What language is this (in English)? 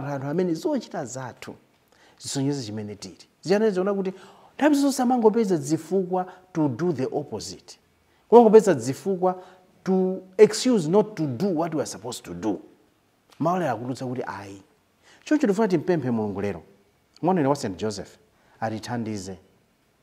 Nyanja